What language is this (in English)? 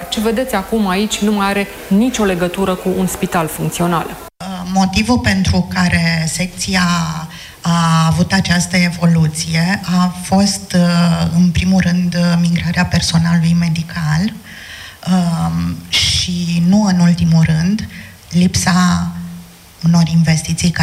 Romanian